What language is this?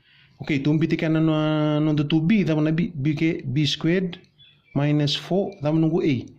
Fijian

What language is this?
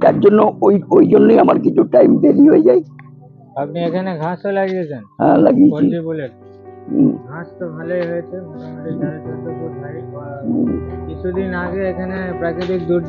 Bangla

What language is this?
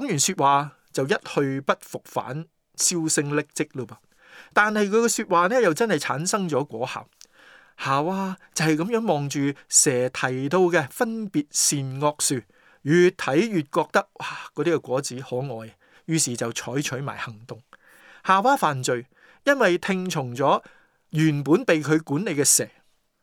Cantonese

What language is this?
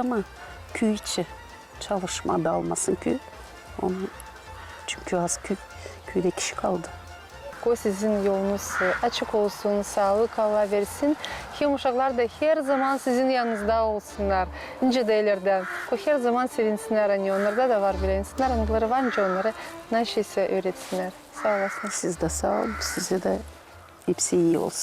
Gagauz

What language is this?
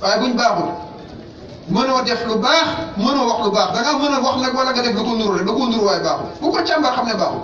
Wolof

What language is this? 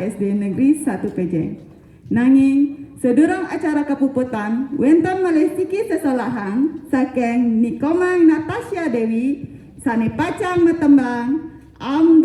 Balinese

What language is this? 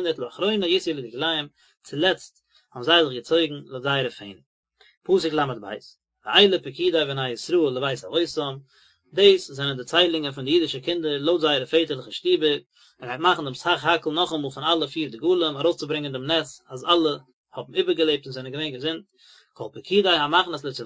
Yiddish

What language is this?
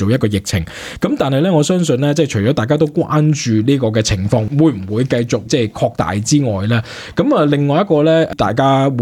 Cantonese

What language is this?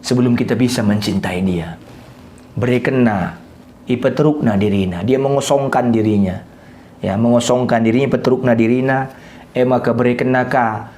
Batak Karo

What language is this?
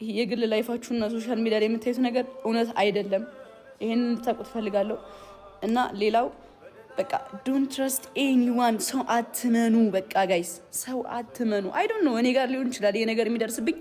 Amharic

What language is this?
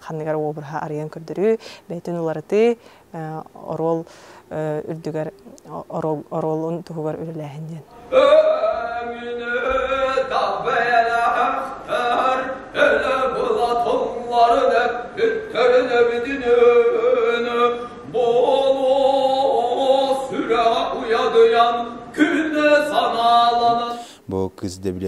Yakut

